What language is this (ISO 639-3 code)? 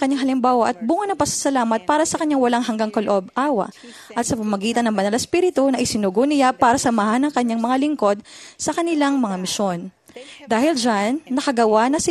fil